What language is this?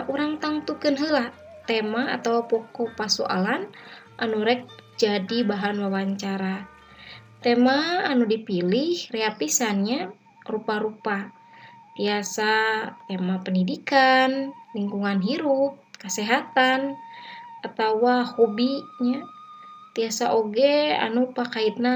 Sundanese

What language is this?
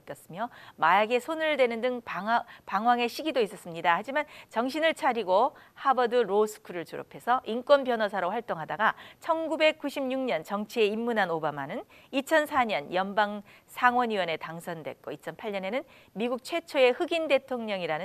Korean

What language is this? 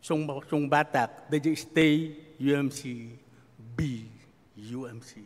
Iloko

